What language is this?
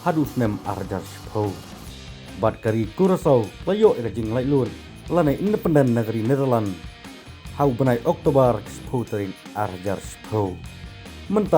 Khasi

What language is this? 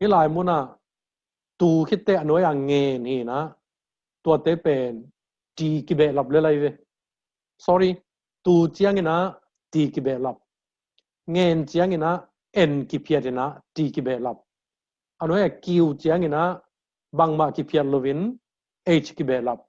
Tedim Chin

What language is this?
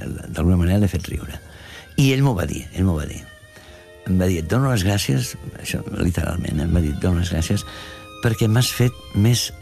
Catalan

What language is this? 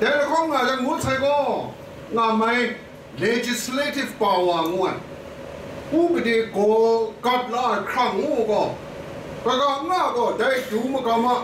Kachin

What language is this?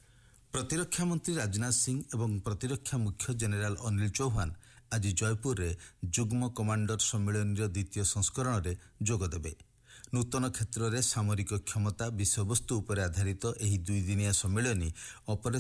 Odia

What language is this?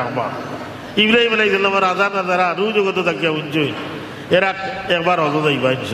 Sylheti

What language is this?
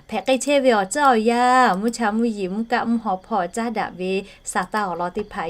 Lahu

